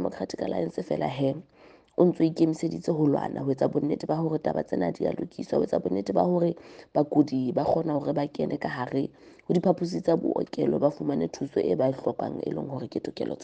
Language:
Southern Sotho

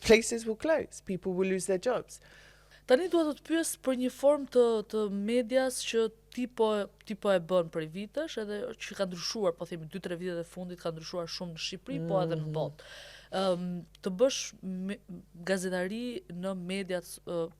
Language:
Albanian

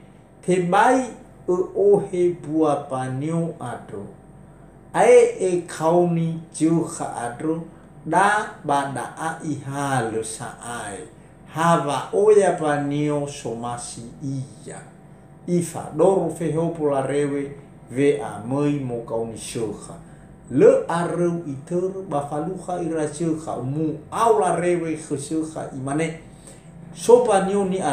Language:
Nias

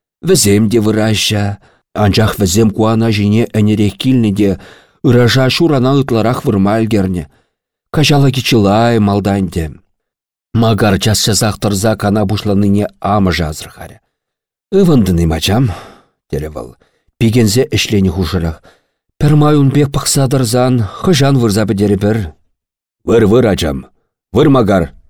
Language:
Chuvash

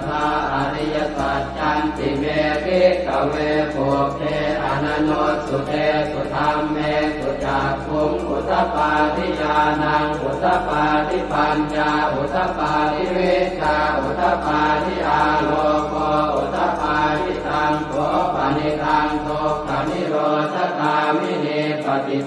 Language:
Pali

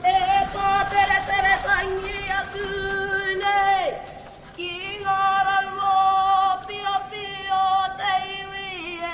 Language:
Māori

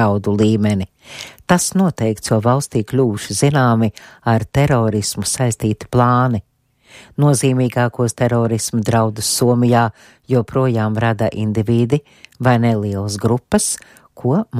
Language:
Latvian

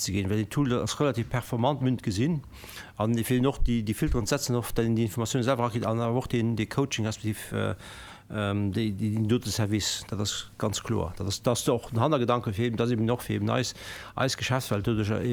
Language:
Luxembourgish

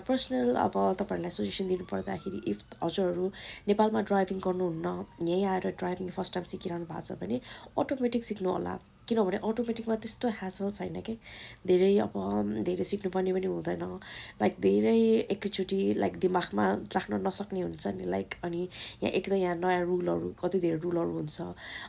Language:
Nepali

